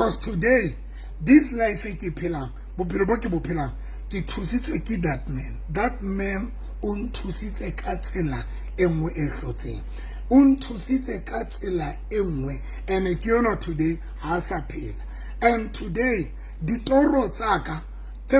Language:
Southern Sotho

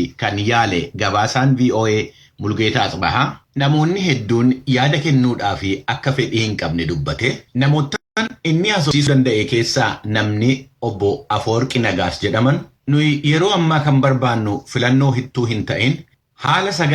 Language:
Oromo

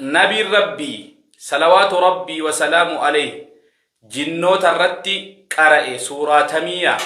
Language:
Oromo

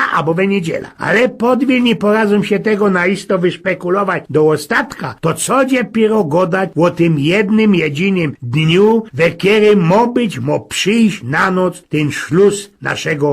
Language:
Silesian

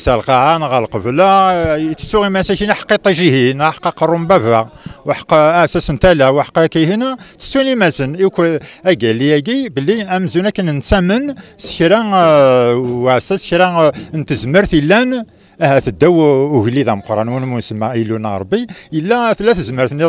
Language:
Kabyle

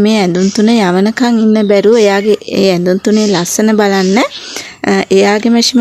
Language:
Sinhala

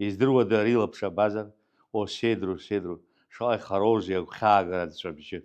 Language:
Abkhazian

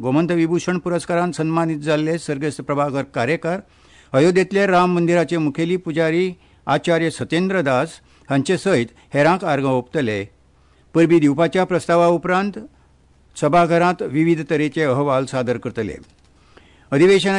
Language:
Konkani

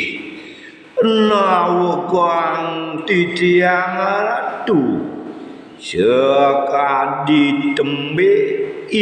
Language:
Balinese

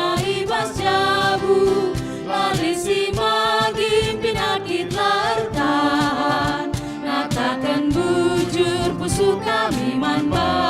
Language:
Batak Karo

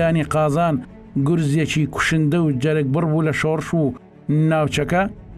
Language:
Central Kurdish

